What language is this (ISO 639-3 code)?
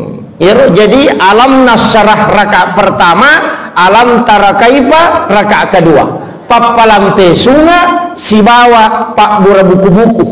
bug